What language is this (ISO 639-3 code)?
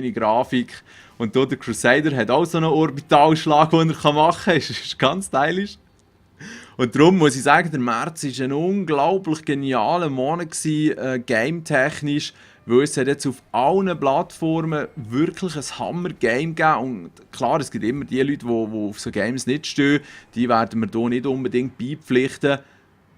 gsw